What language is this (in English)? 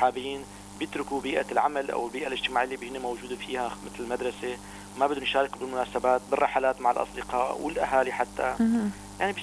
North Levantine Arabic